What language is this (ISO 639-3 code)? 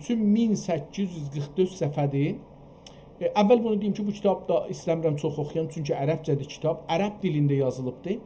azb